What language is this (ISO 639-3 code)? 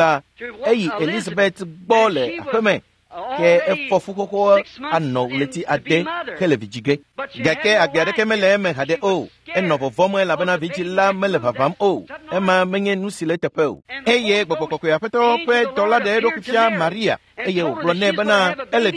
ewe